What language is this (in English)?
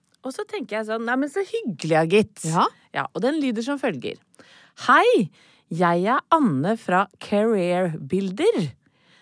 Norwegian